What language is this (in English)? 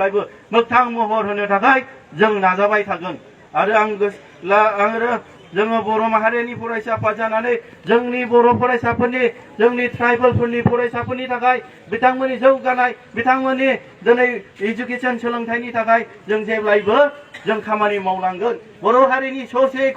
Bodo